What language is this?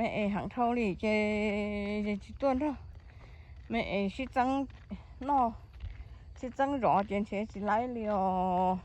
Hmong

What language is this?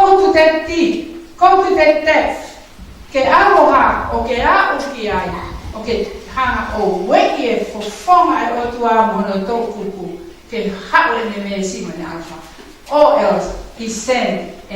Tongan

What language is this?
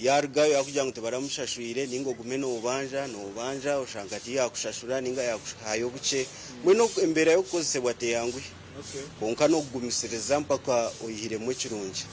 Nyankole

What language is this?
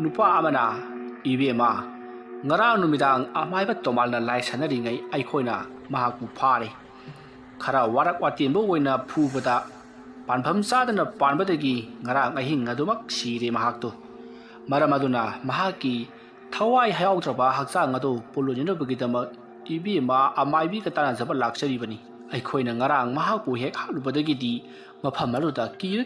Manipuri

